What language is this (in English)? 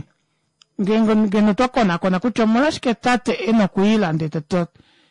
Kuanyama